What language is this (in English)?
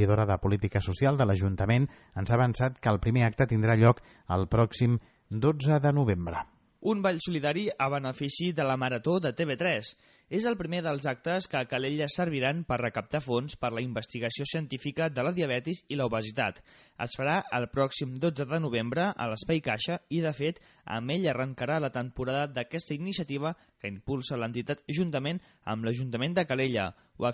Catalan